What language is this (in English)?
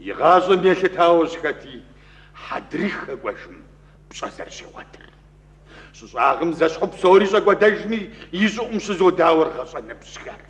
Kabardian